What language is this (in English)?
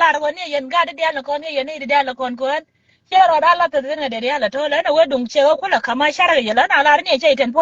Nuer